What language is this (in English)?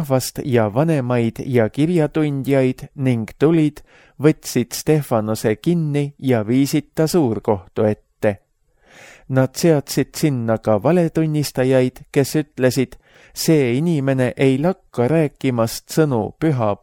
Estonian